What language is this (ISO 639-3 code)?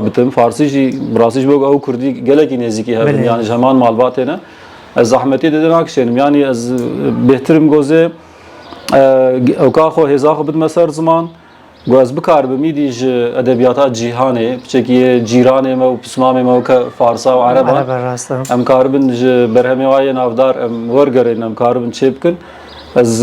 kur